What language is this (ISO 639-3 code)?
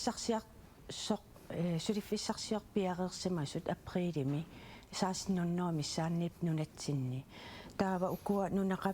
kal